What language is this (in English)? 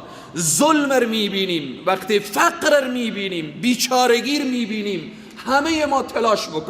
Persian